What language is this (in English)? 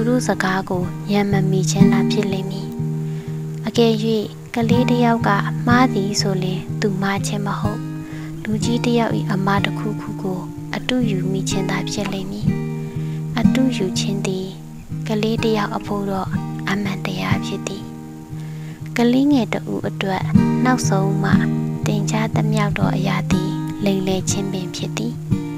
Burmese